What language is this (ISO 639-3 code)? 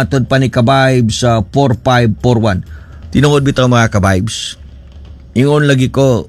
ceb